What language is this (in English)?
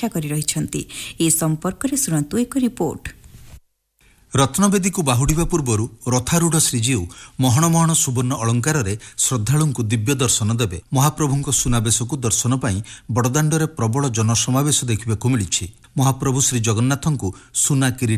Odia